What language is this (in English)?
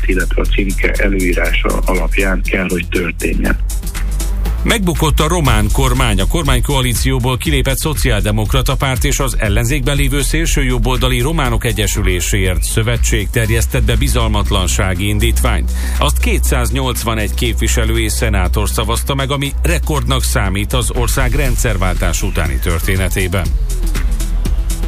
Hungarian